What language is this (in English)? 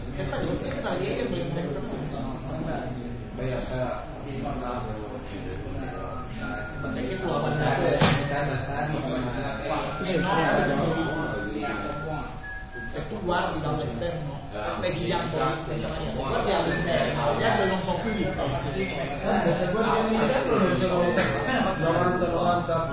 Italian